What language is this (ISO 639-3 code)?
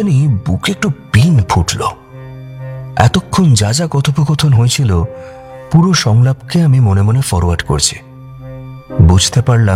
ben